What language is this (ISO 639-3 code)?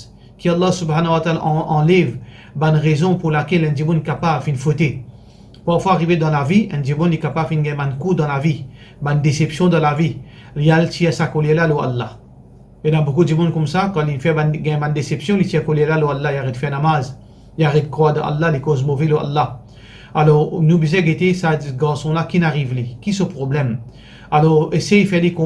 mfe